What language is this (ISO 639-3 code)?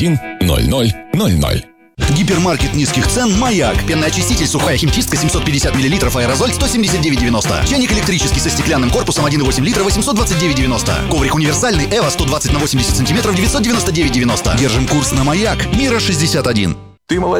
rus